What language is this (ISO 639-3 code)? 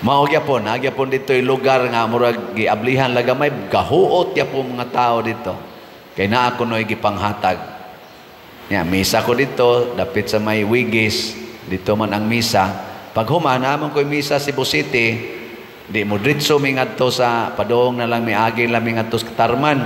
ceb